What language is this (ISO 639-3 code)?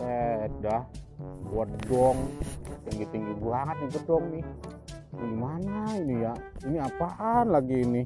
bew